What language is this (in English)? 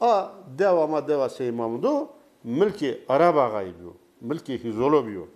Zaza